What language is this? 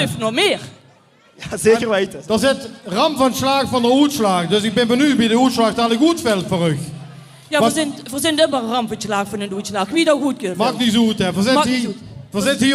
Limburgish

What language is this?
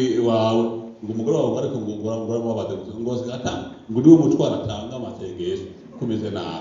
Rundi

